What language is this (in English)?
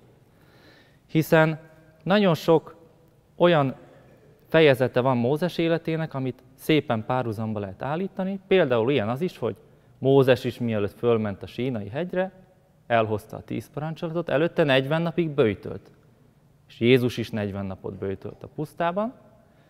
Hungarian